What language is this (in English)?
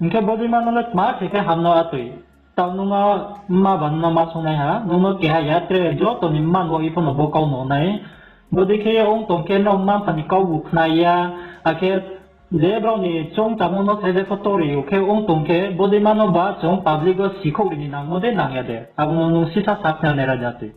Riang (India)